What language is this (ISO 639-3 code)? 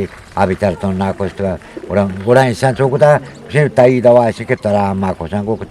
bgp